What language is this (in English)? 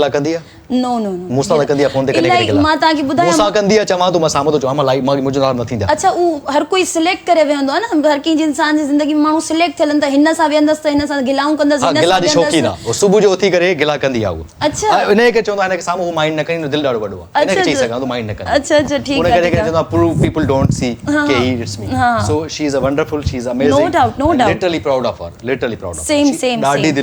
Sindhi